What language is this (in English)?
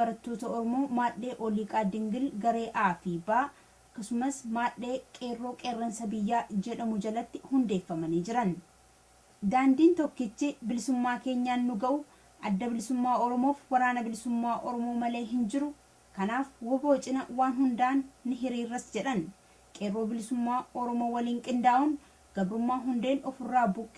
Oromo